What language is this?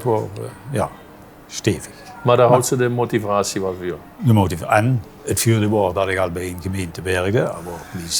Limburgish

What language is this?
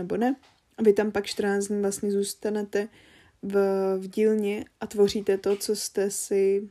Czech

